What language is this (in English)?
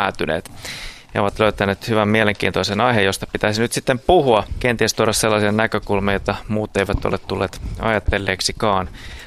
Finnish